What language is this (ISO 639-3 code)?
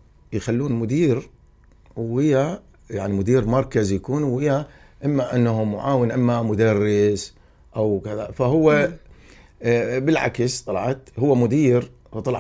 acm